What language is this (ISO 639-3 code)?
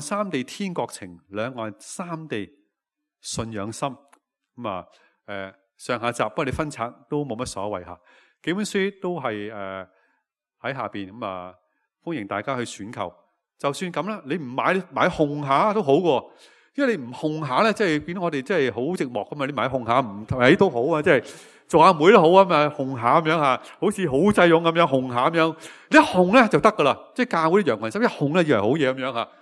yue